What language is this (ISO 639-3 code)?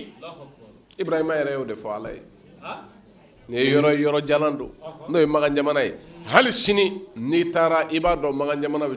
bam